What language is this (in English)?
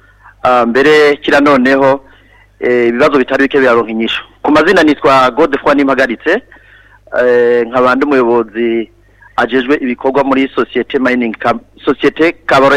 Rundi